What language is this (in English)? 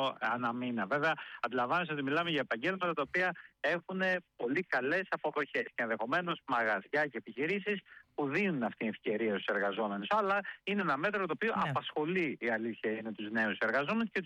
Greek